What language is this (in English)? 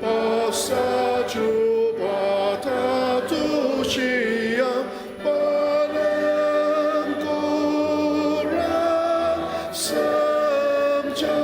Ao Naga